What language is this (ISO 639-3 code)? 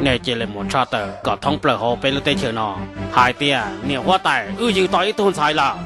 hmn